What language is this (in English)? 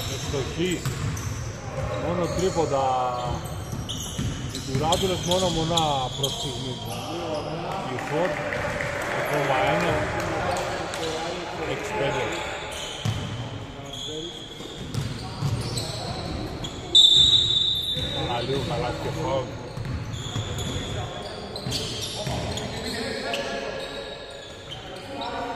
Greek